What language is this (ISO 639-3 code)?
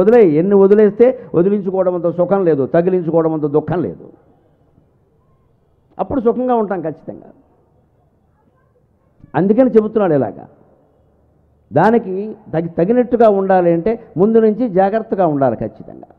tel